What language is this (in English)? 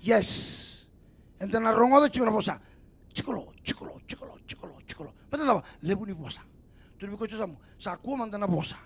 Fijian